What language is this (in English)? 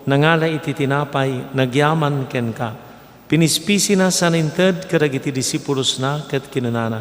Iloko